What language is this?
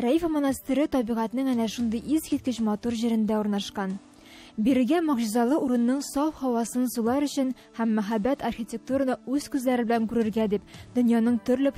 Tatar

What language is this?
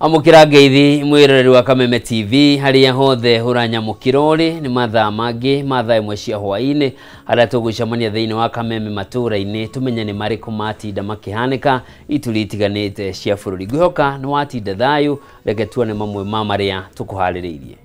Kikuyu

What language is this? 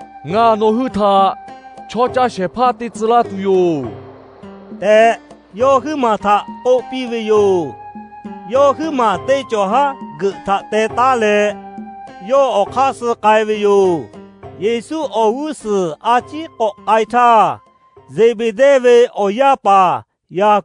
Lahu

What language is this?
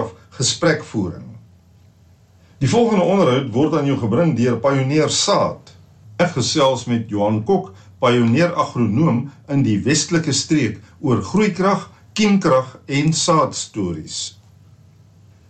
Afrikaans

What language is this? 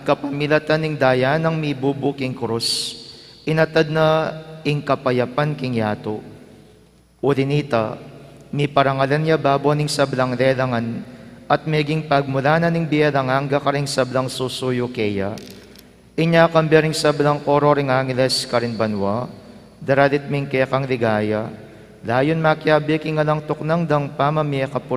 Pampanga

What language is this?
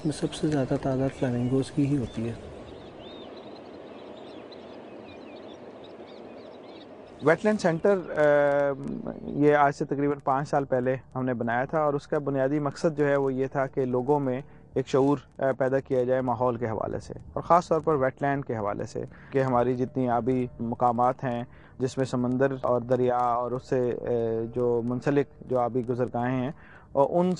Urdu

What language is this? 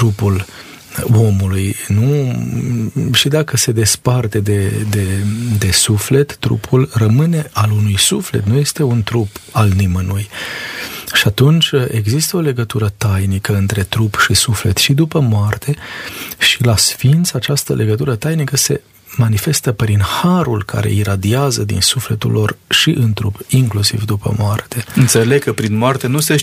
Romanian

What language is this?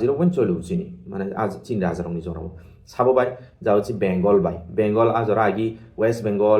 Kok Borok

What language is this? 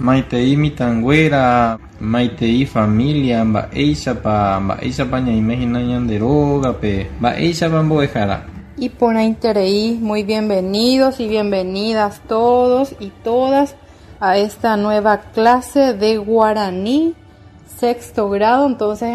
Guarani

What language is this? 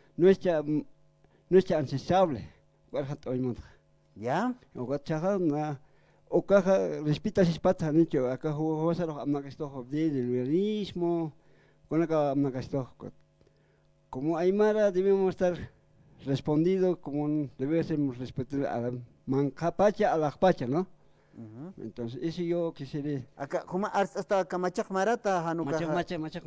Aymara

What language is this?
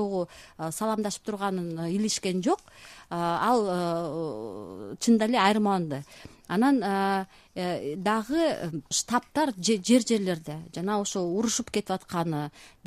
Kyrgyz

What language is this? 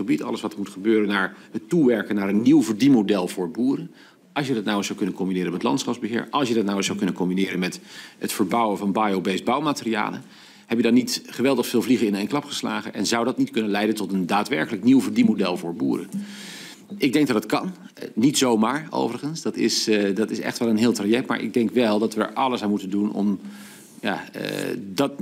Dutch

